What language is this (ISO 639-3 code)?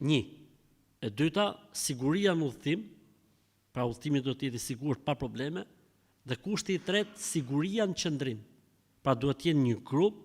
sqi